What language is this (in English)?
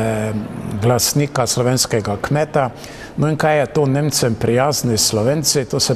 Slovenian